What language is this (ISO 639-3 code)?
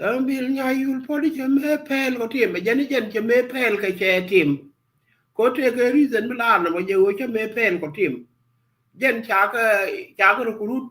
nus